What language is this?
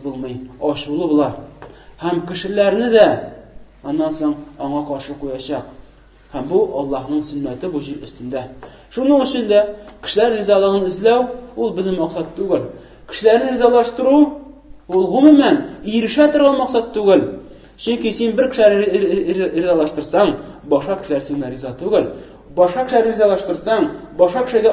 Tatar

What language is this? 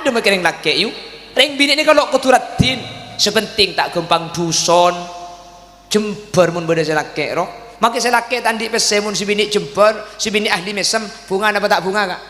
Madurese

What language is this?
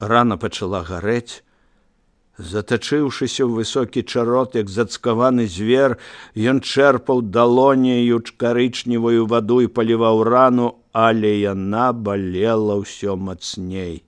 Belarusian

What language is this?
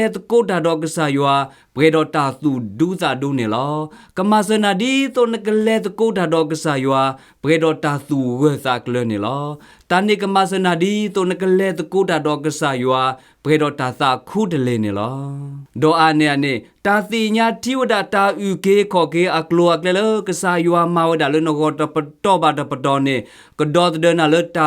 S'gaw Karen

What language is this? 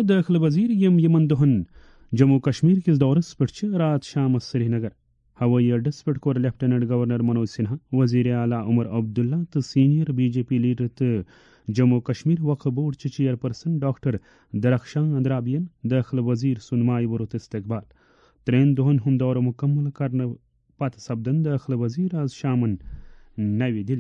Kashmiri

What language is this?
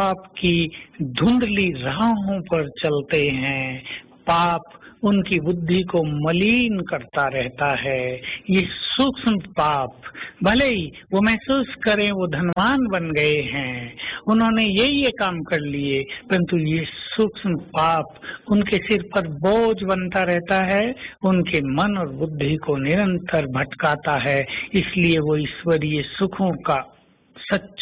Hindi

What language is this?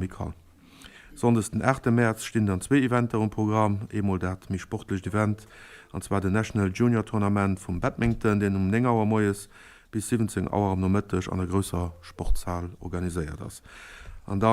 Luxembourgish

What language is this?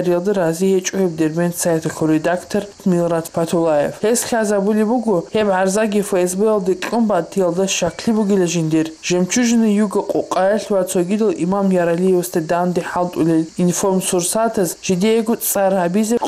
Avaric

